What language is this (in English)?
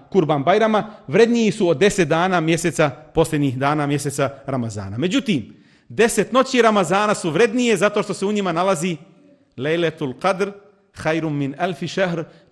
Bosnian